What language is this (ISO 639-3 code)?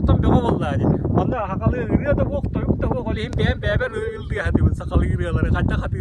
sah